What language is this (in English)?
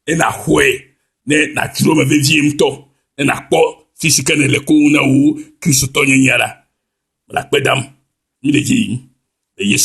Ewe